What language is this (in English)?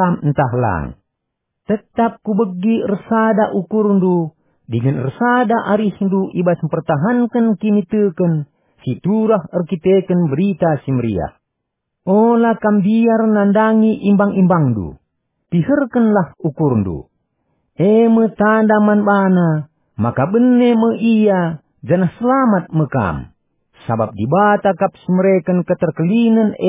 Batak Karo